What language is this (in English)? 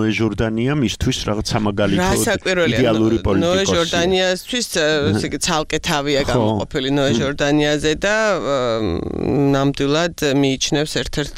Georgian